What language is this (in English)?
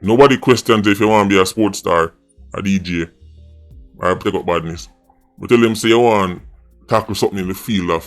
Jamaican Creole English